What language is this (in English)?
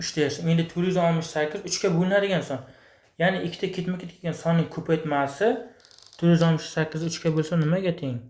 Uzbek